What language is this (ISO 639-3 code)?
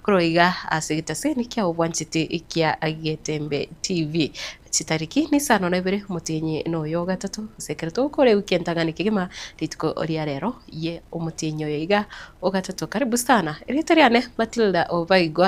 guz